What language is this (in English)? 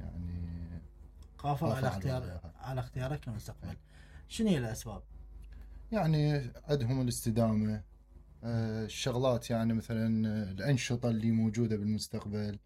Mesopotamian Arabic